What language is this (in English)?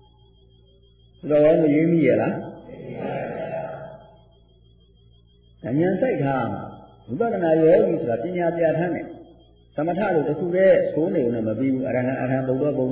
Burmese